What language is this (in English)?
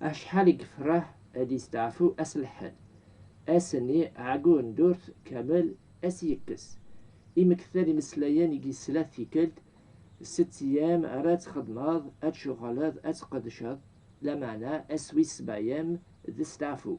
Kabyle